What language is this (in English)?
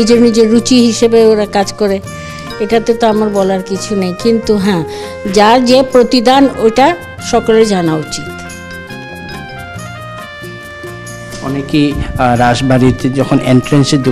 Bangla